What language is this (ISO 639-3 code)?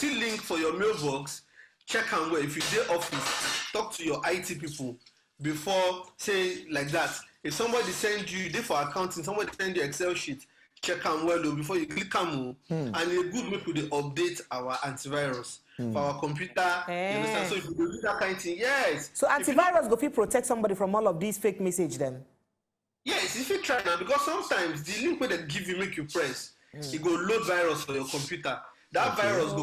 pcm